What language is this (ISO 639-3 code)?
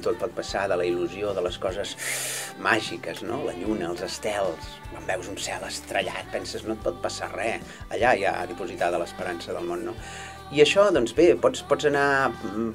cat